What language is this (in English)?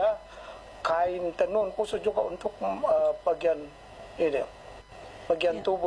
Indonesian